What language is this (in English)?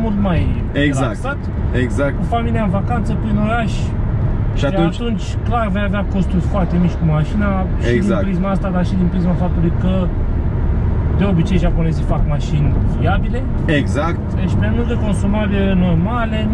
Romanian